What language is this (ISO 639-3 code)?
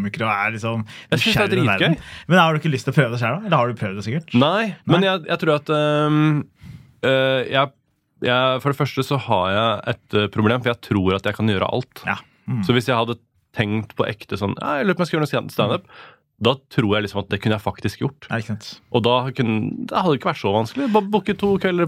nor